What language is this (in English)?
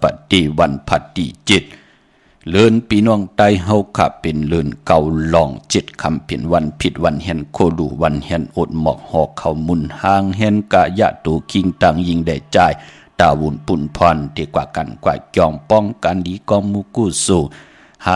Shan